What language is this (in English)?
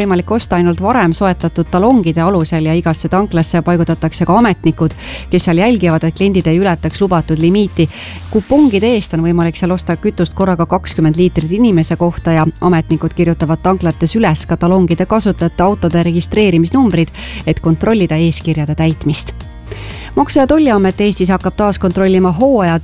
Estonian